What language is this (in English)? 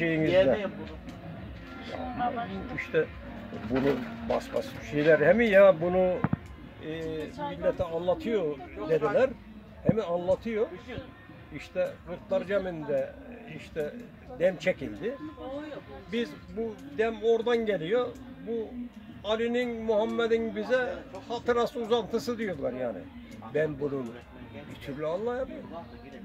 Turkish